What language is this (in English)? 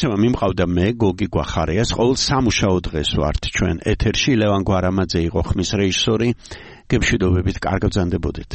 Georgian